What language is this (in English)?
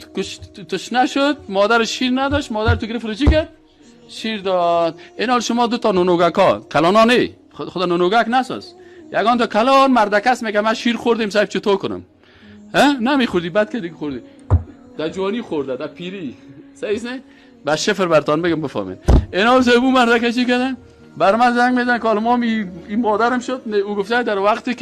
Persian